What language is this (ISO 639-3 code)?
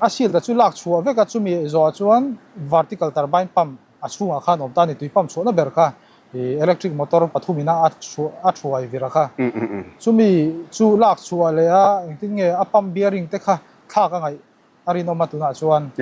lus